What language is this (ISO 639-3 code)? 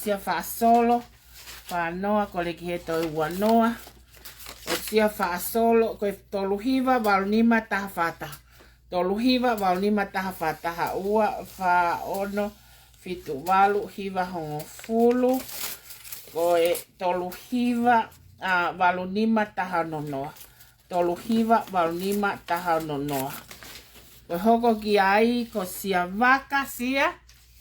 ton